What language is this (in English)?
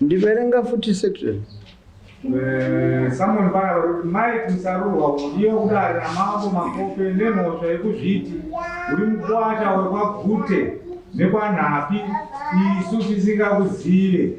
Shona